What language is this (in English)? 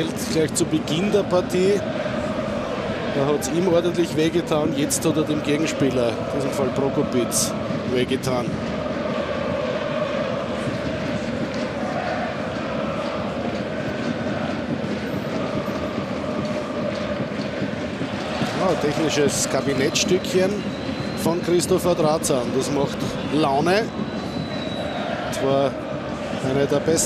German